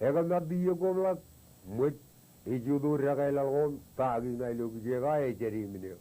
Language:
Marshallese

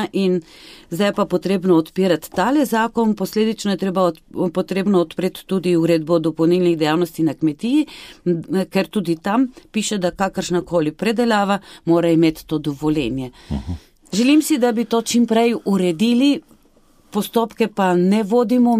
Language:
Slovenian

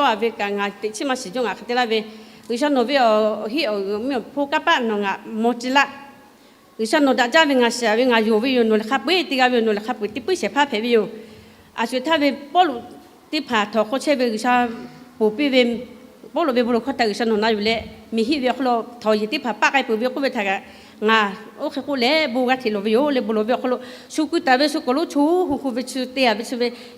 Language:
Lahu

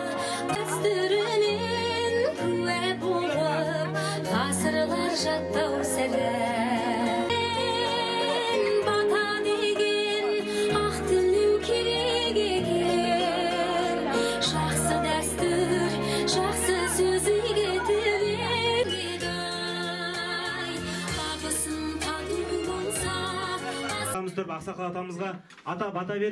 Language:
Kazakh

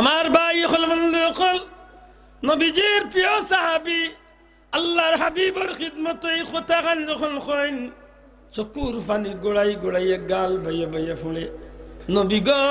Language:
Sylheti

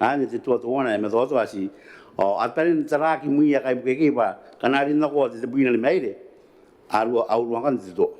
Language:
Gilbertese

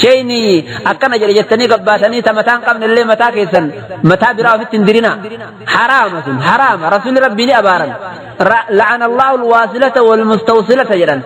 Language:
Oromo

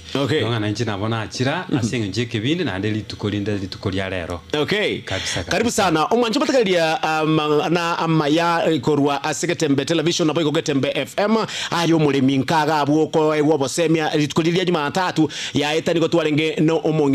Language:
Gusii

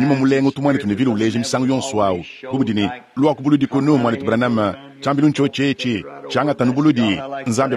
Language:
Luba-Lulua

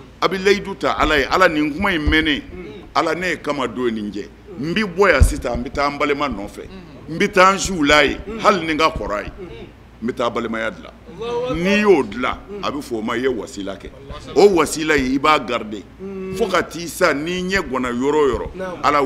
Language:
Bambara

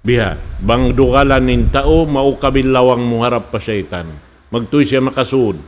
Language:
Tausug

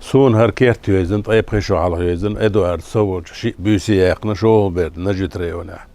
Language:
Chechen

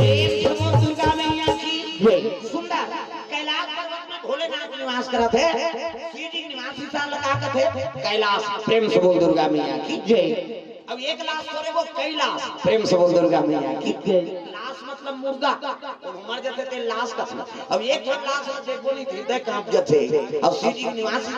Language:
Chhattisgarhi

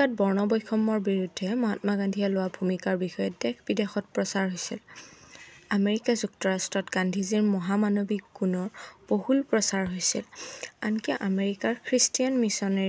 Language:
Assamese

